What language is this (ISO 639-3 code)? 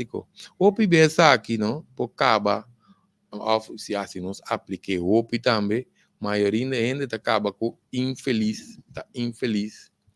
pap